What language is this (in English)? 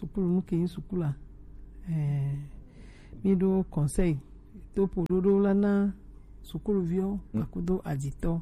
Gen